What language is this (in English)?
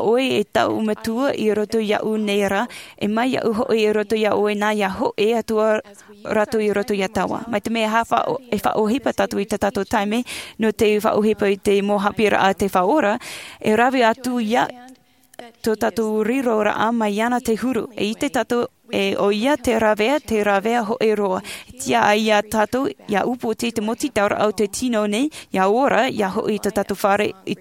Tahitian